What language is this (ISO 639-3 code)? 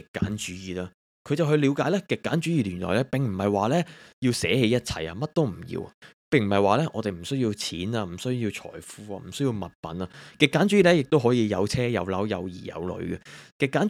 yue